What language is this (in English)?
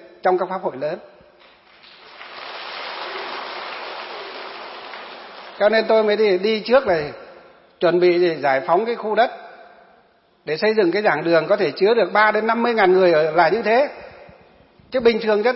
Vietnamese